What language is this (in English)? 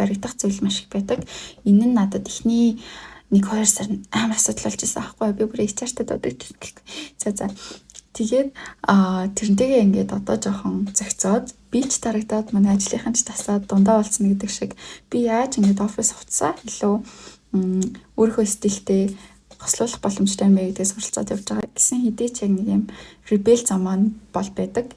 Mongolian